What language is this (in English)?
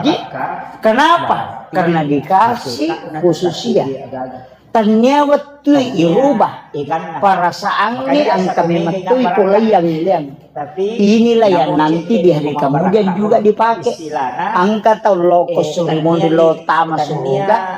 Buginese